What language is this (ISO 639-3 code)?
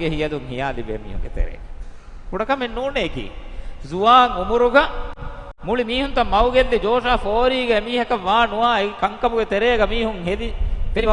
div